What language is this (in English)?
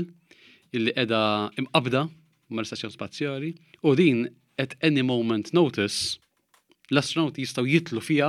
Maltese